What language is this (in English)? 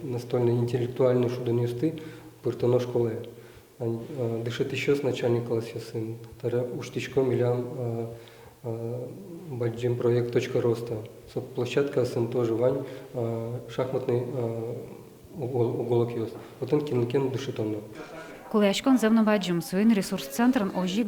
Udmurt